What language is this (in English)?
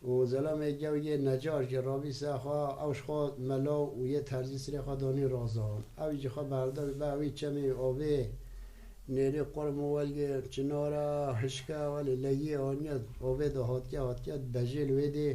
Kurdish